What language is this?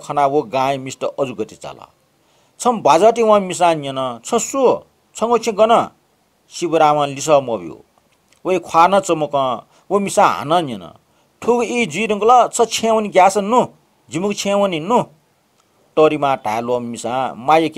Newari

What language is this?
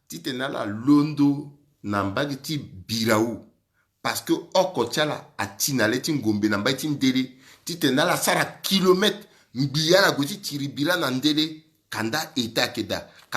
Sango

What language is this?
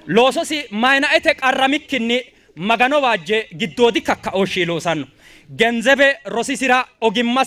Sidamo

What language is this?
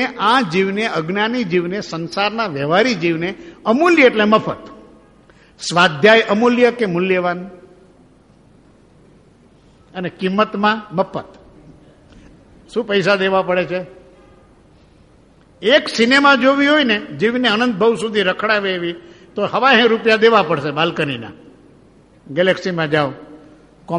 Gujarati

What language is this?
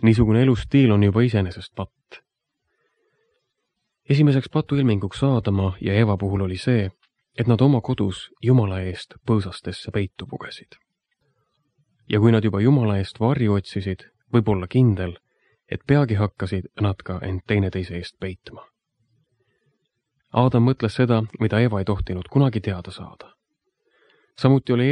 Estonian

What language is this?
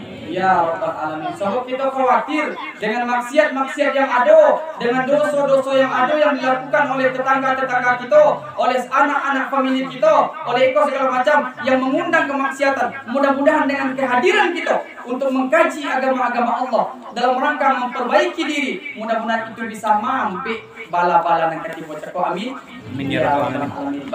Minangkabau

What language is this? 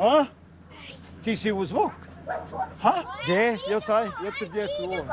Romansh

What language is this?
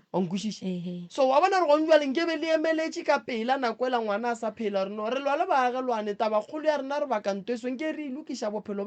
Northern Sotho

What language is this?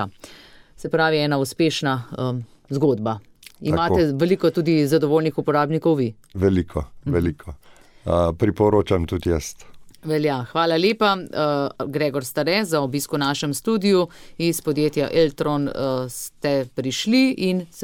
Slovenian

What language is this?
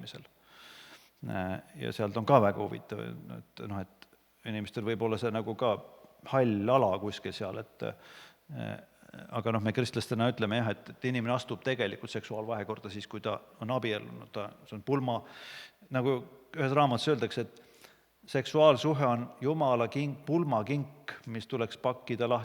Estonian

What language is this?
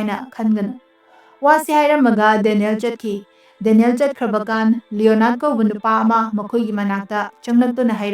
Manipuri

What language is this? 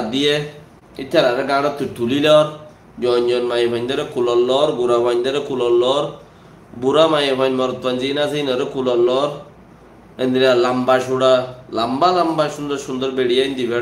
Rohingya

